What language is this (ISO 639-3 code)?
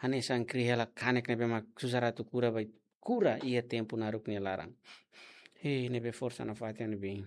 tet